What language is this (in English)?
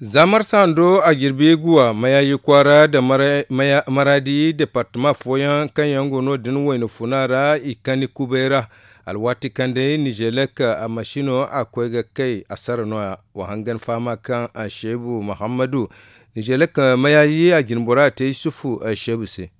Zarma